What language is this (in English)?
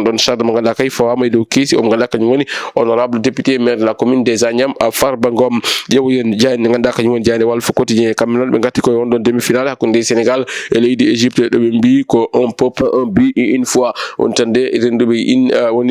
Fula